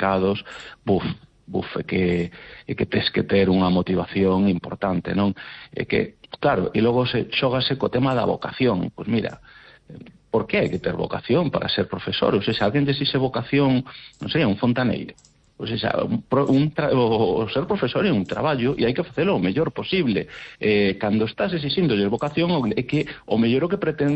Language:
Galician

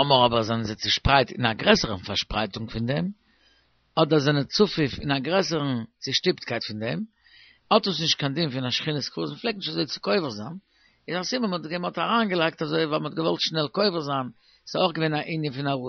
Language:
Yiddish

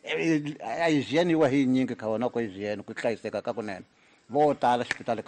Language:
Tsonga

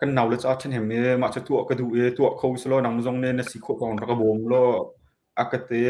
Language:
Hakha Chin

